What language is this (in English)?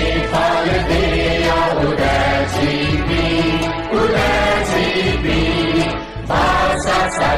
Newari